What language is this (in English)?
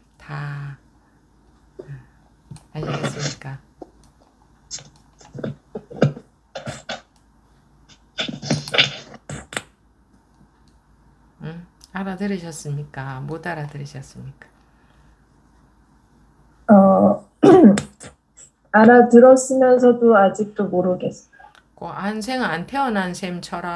Korean